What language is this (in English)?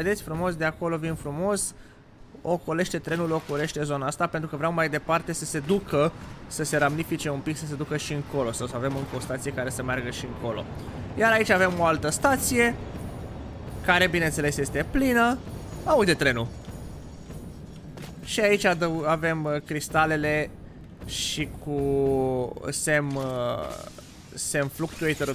Romanian